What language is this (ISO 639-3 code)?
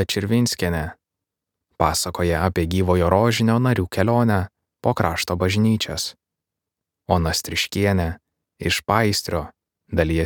lit